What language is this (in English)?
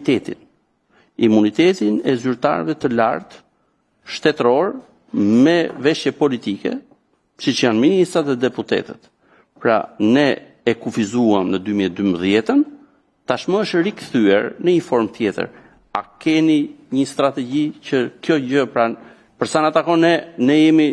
Albanian